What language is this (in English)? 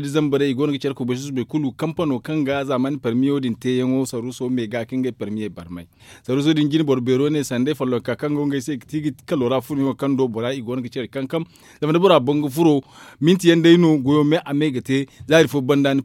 Zarma